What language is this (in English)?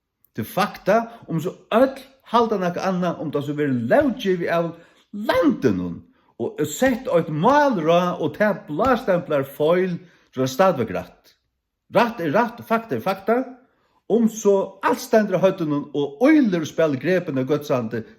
Faroese